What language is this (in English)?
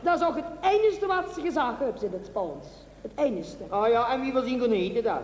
Limburgish